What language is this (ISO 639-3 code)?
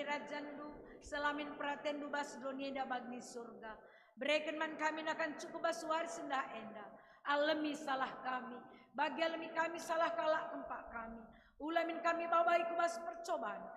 btx